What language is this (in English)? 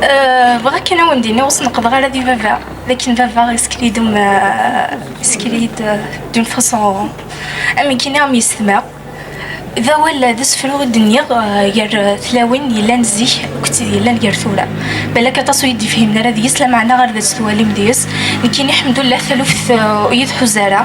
Kabyle